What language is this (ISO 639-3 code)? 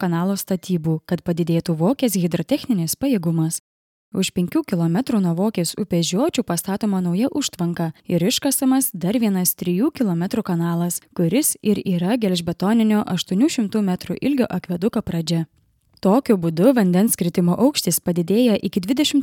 lit